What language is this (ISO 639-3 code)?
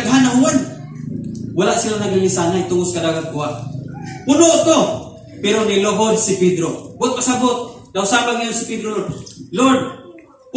ceb